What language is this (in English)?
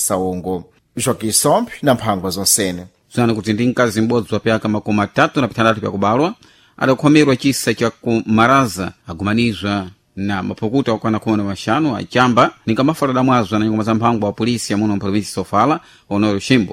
Sena